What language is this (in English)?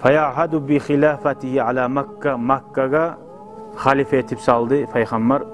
Kumyk